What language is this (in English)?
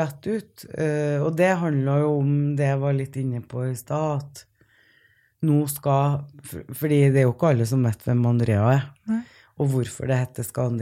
Norwegian